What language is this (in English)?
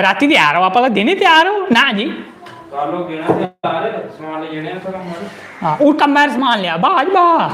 Dogri